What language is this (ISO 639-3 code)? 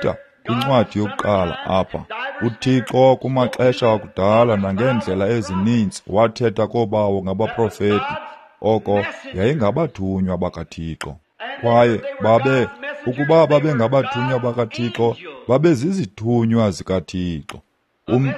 xho